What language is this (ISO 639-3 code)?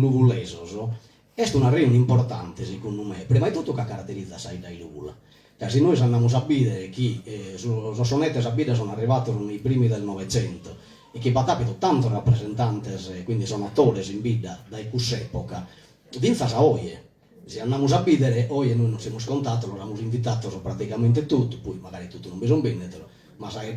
srd